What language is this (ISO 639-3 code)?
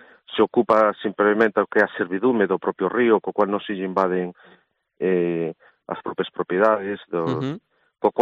glg